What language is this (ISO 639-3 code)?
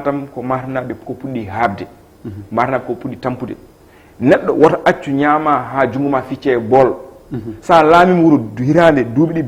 ful